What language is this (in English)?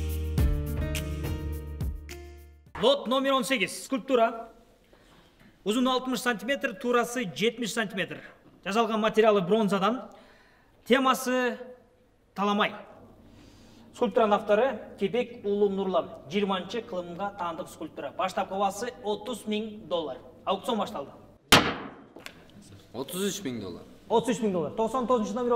Kyrgyz